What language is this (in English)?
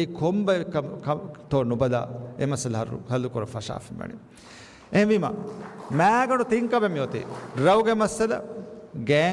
Divehi